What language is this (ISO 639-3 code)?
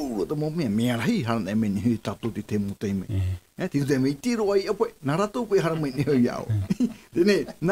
tah